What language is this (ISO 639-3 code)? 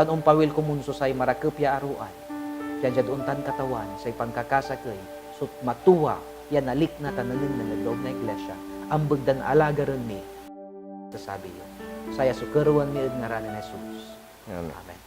pag